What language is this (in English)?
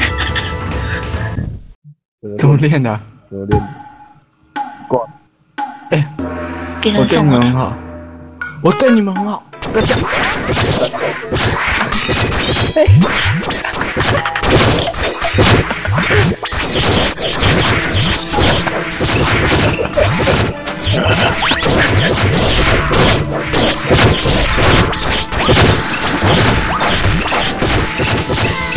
Chinese